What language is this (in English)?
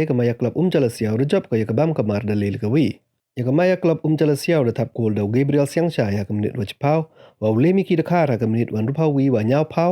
Pnar